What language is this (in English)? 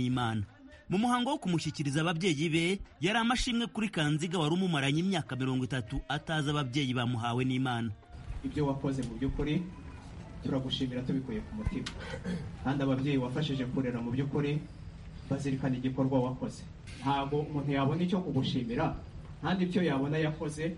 Kinyarwanda